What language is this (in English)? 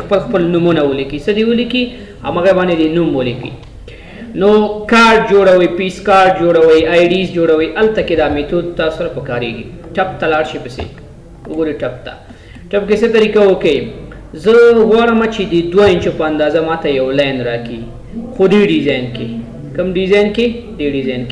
Pashto